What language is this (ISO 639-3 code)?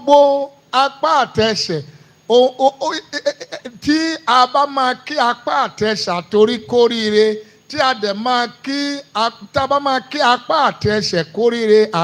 yor